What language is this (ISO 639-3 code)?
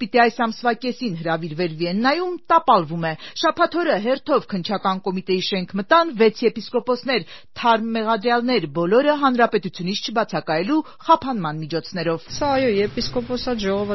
hye